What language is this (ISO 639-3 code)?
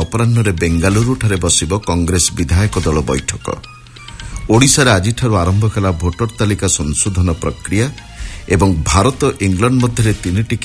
ori